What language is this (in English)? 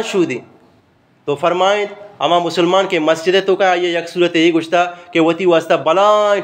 Eastern Balochi